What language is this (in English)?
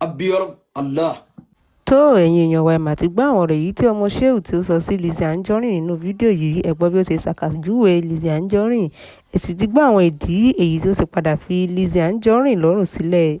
Yoruba